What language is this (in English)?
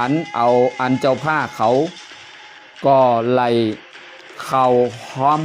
Shan